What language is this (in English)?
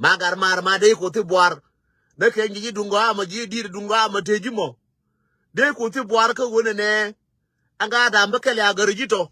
Nuer